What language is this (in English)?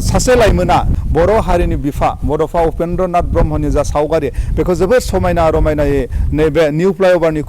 Bodo